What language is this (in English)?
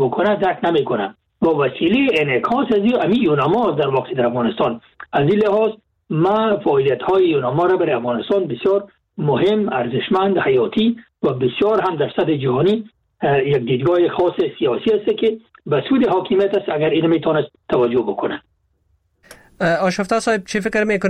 Persian